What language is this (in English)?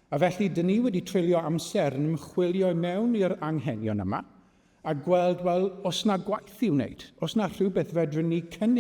Welsh